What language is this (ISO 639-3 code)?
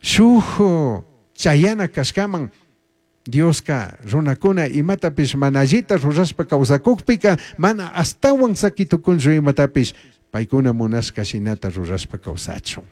qug